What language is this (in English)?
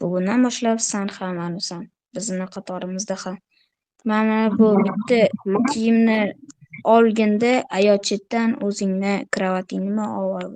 Uzbek